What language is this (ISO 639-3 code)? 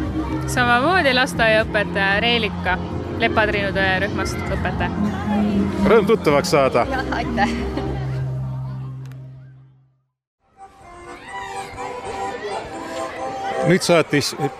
est